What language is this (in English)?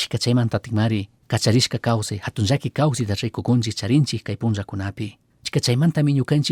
Chimborazo Highland Quichua